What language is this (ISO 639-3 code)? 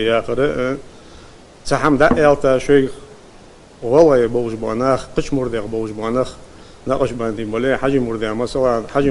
che